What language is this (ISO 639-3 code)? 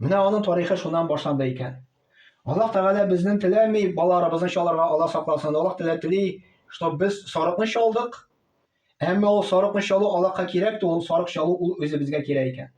tat